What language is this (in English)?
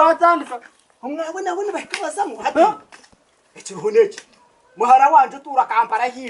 Nyankole